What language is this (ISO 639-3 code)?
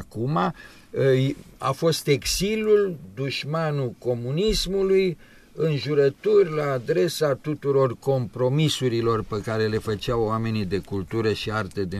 ron